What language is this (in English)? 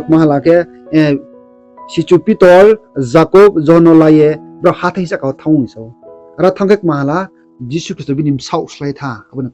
Riang (India)